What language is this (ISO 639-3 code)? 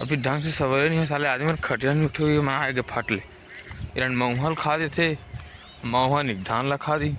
hne